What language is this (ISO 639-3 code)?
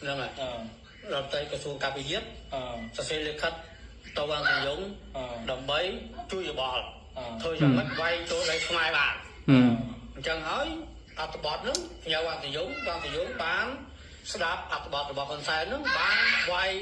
khm